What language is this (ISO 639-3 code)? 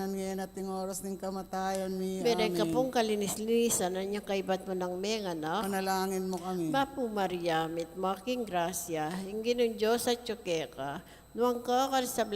pam